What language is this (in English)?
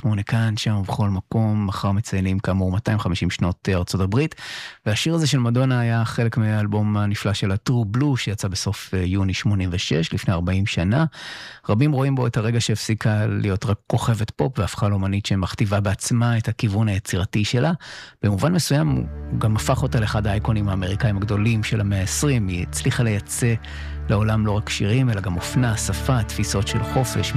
Hebrew